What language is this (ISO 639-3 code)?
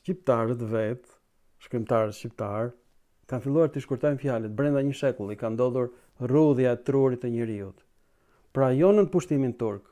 sqi